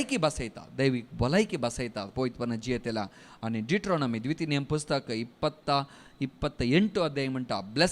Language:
Konkani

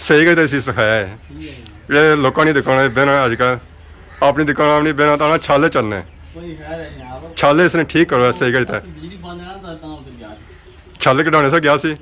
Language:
Pahari-Potwari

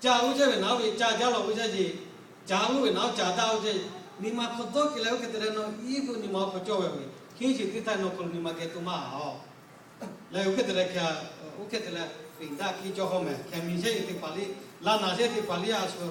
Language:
Lahu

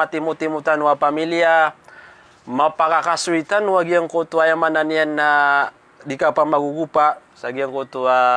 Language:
Maranao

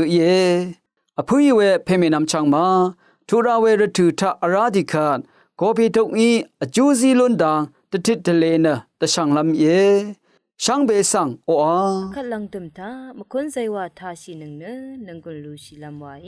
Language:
Rawang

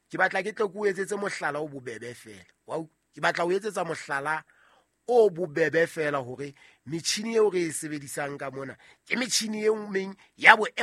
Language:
Southern Sotho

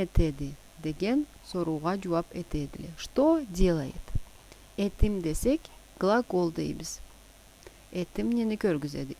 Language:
Karachay-Balkar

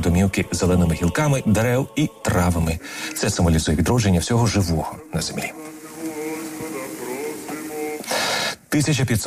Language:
Ukrainian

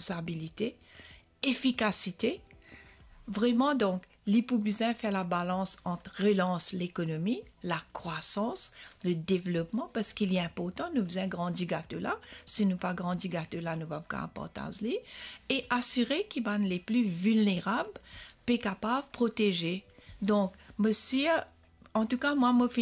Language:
Morisyen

